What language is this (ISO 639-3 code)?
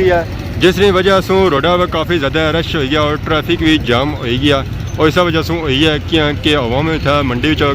phr